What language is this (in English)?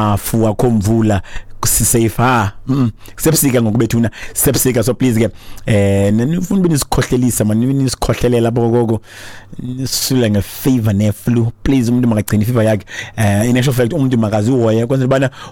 Xhosa